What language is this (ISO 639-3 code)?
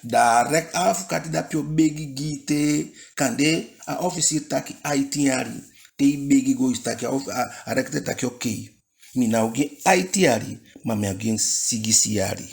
djk